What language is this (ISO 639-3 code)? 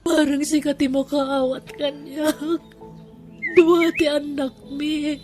ilo